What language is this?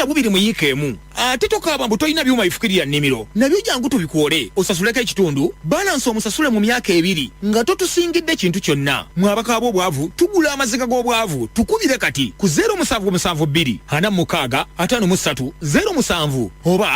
Ganda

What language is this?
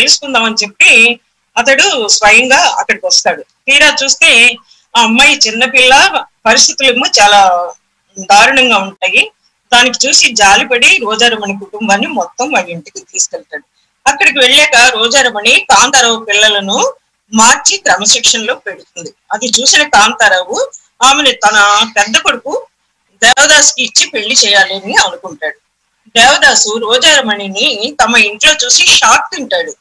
Telugu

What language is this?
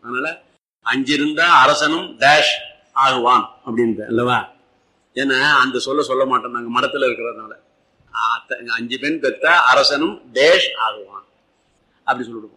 Tamil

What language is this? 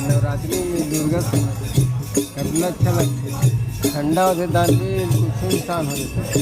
Chhattisgarhi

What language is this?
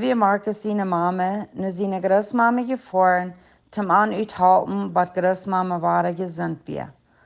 Plautdietsch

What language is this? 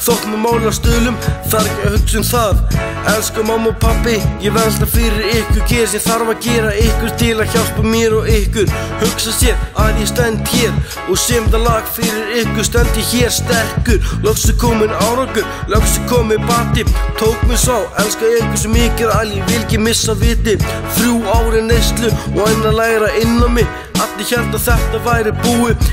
Icelandic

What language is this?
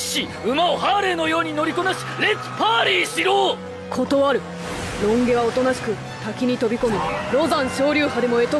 Japanese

